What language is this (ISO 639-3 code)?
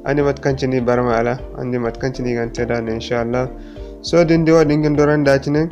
dje